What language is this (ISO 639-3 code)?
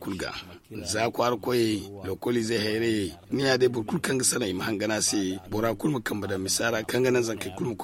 dje